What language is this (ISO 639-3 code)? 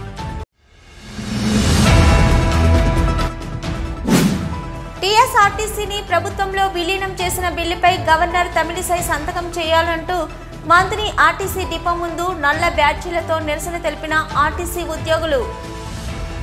tel